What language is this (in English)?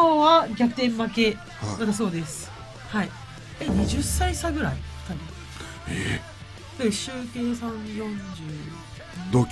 Japanese